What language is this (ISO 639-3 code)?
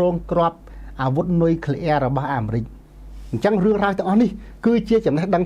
khm